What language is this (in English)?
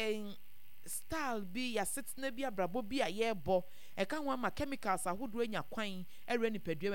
Akan